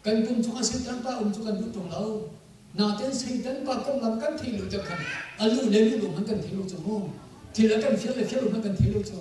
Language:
Hakha Chin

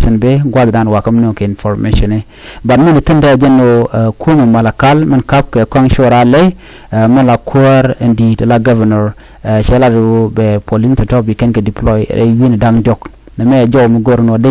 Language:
Nuer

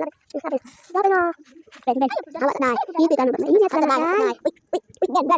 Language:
Cebuano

